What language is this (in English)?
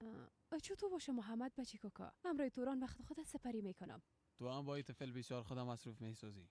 Persian